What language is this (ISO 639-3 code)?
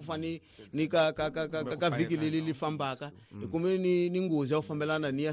tso